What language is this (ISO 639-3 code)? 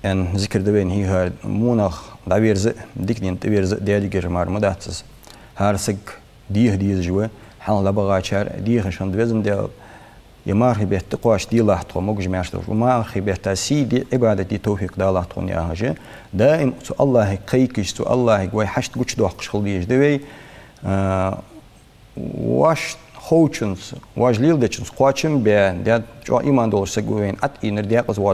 inh